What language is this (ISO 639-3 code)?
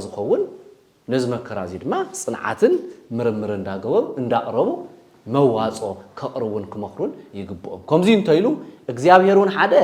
tir